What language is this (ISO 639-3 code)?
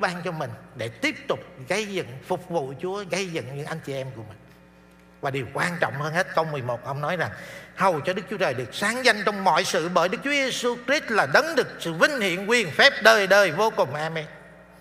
vie